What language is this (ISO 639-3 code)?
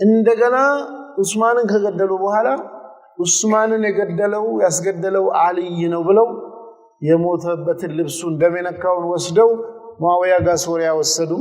amh